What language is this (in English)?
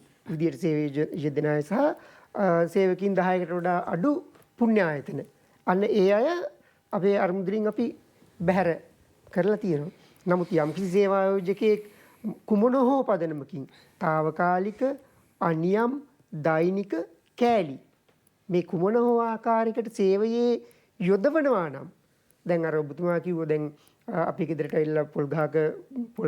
Sinhala